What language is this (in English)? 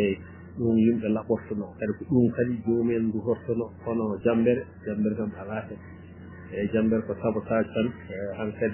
Fula